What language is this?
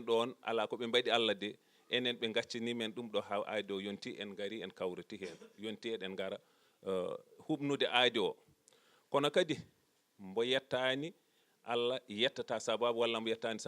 Fula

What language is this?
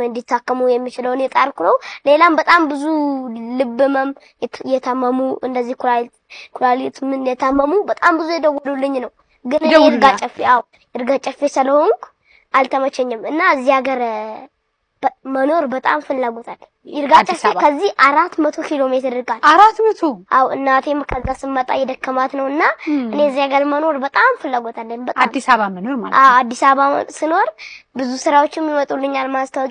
Amharic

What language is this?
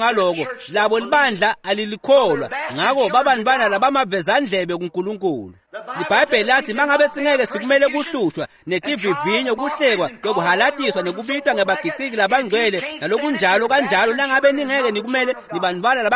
Swati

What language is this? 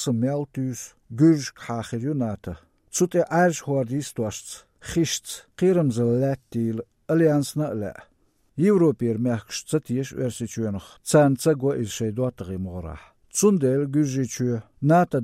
Chechen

